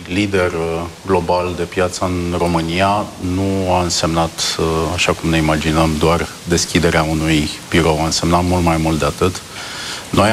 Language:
Romanian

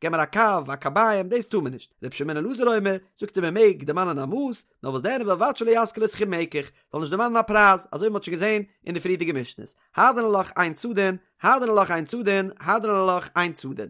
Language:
Yiddish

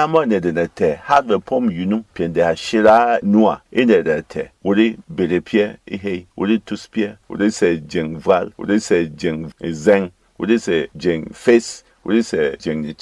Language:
Berom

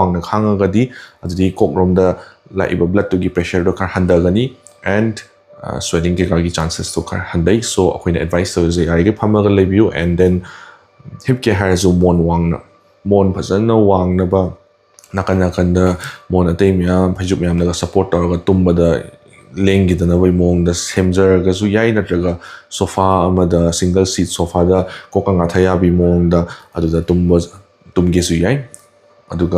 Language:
Manipuri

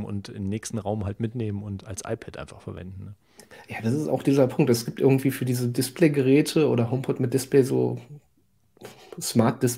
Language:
German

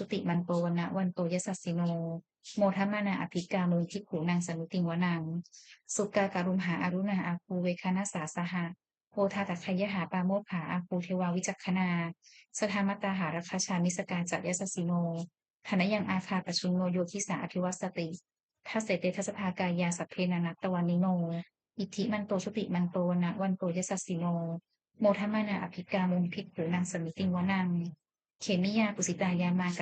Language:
Pali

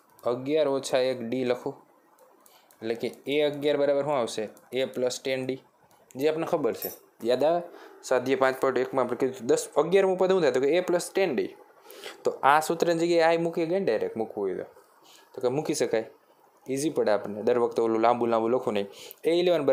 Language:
Gujarati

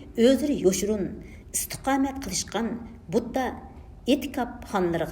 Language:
Uyghur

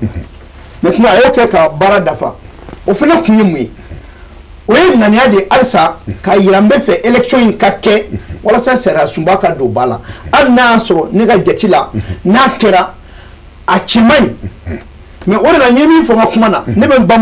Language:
Bambara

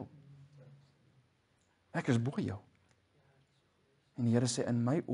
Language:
Afrikaans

